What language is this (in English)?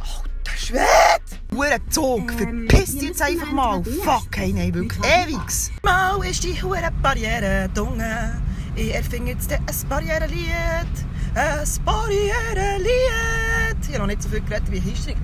Swiss German